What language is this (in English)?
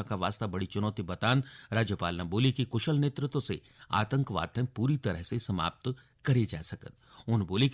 Garhwali